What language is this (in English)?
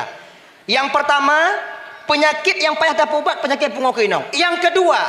Achinese